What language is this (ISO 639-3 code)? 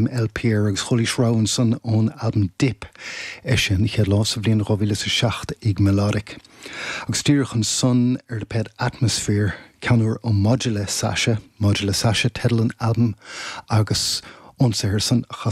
gle